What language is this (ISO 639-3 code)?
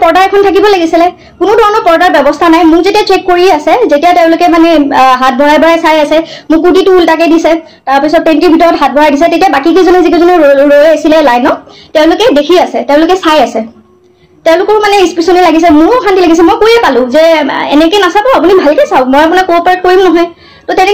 asm